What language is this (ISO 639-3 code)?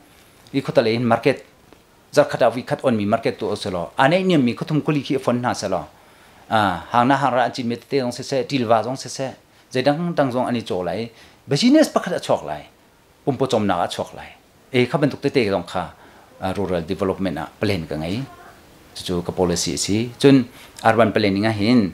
cnh